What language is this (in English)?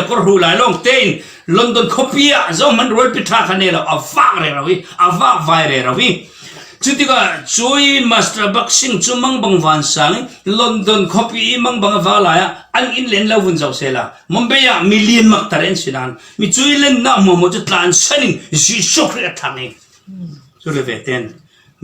Falam Chin